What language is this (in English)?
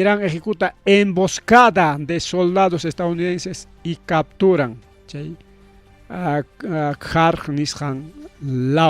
Ayacucho Quechua